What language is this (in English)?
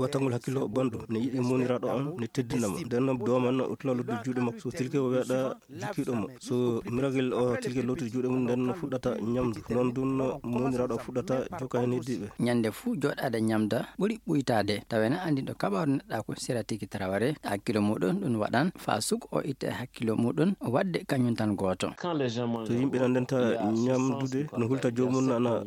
Fula